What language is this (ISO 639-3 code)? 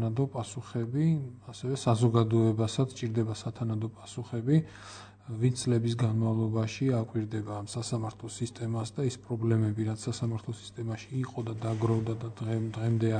kat